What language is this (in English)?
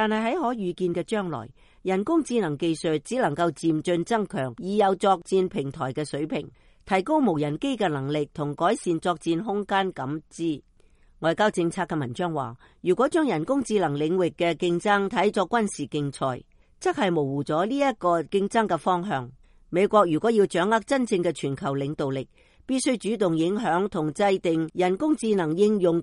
Cantonese